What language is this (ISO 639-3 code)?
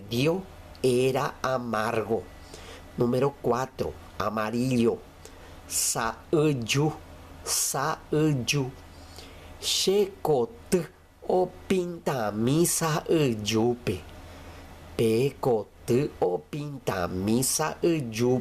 grn